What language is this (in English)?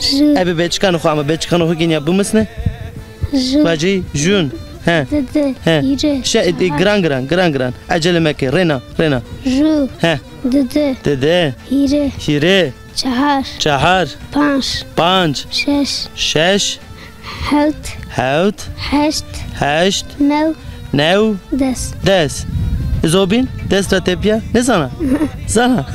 Zaza